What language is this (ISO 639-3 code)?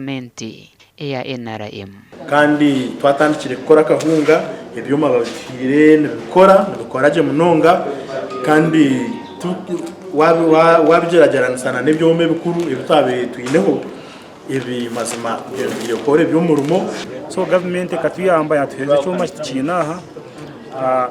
nyn